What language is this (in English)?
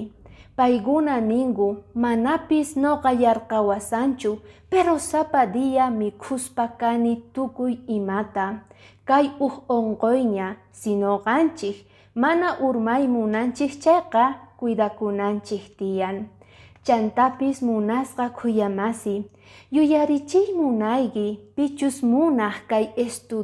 Quechua